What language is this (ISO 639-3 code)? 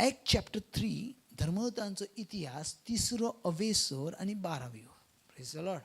kok